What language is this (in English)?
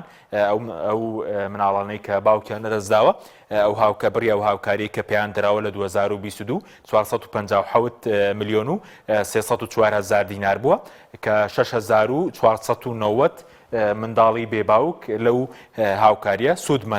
Central Kurdish